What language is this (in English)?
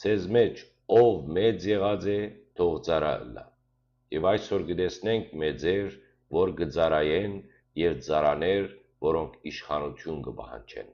Western Armenian